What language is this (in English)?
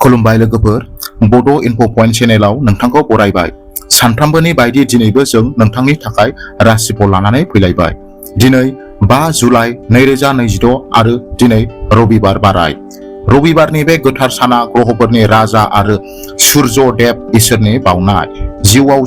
Bodo